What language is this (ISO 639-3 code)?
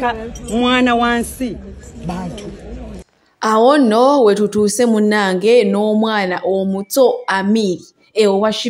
lug